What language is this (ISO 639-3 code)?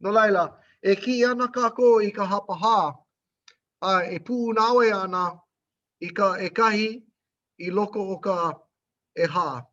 haw